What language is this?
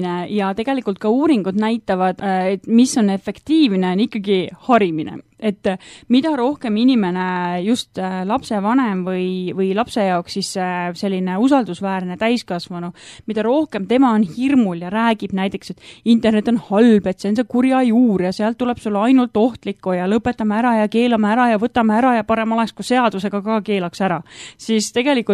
Estonian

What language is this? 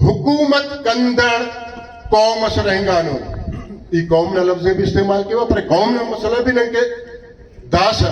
Brahui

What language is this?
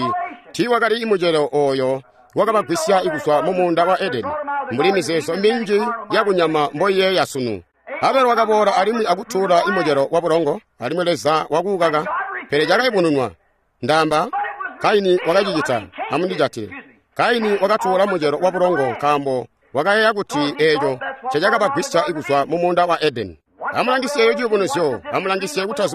Tonga (Zambia)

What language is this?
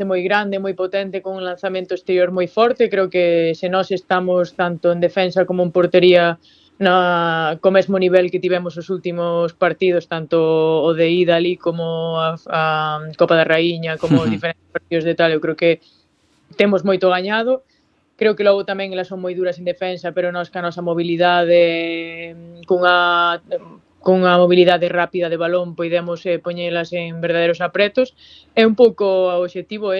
Galician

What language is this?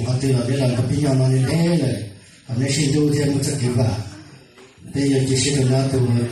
Hmong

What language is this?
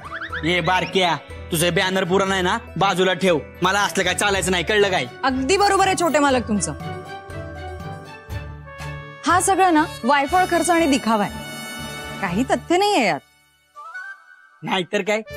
Marathi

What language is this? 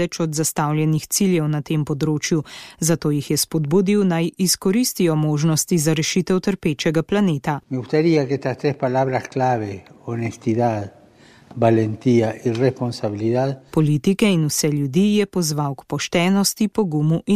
Slovenian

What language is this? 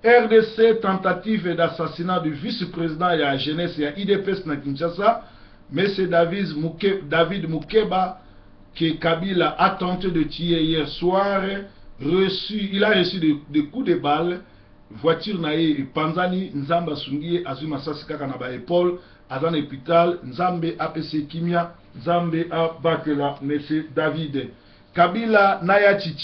Lingala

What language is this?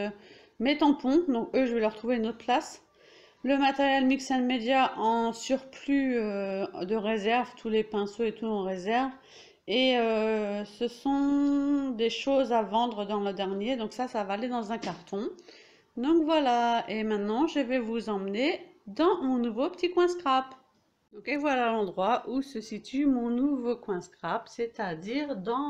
French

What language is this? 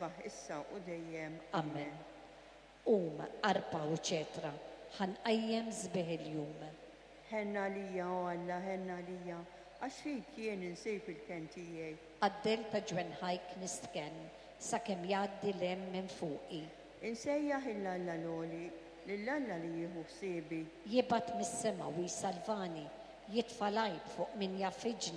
Maltese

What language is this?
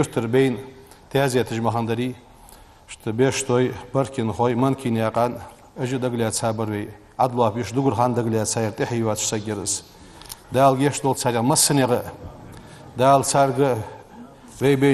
Ingush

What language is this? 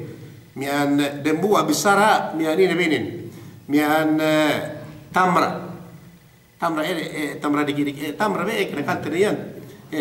Yakan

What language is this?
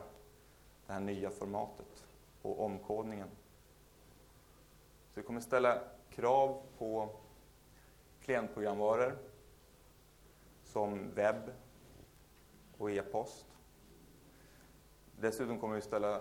Swedish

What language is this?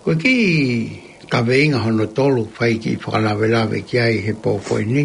Tongan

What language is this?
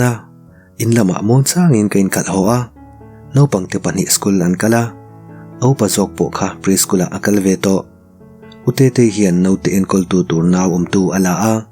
Mizo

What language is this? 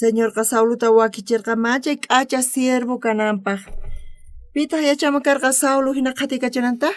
South Bolivian Quechua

